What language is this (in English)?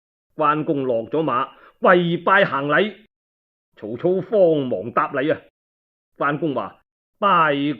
Cantonese